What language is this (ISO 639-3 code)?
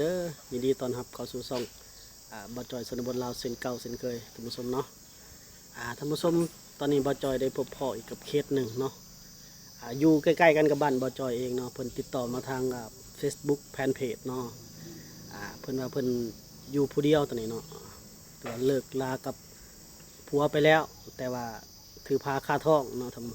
lao